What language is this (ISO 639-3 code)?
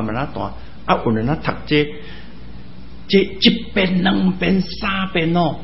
zho